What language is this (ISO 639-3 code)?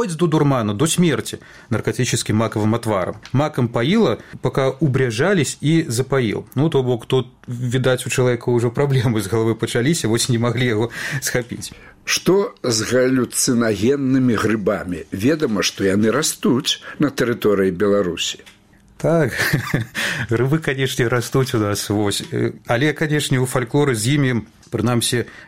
bel